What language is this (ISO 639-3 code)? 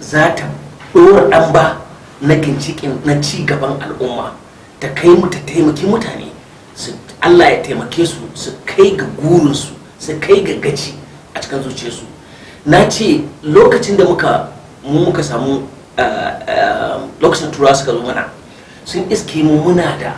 hau